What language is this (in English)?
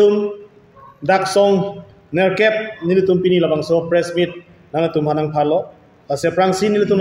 Karbi